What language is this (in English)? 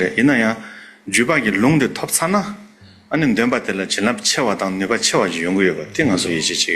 Tibetan